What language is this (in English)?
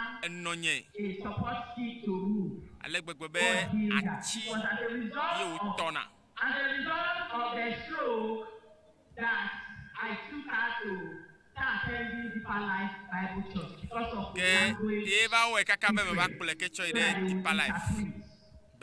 Ewe